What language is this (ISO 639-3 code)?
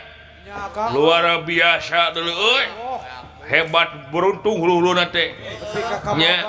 sun